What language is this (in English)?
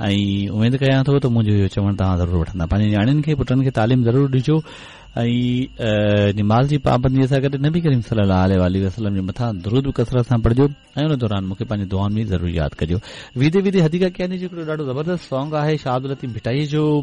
Sindhi